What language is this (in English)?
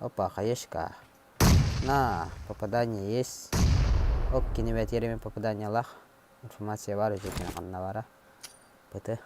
Yakut